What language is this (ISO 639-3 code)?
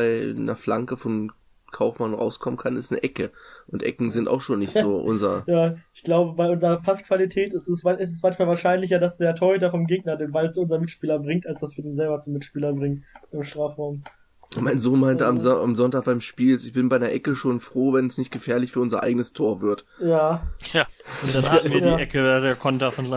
deu